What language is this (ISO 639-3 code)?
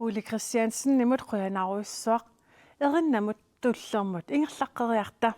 kal